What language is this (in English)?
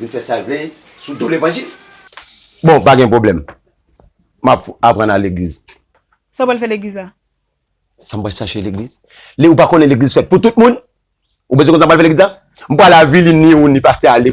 Haitian Creole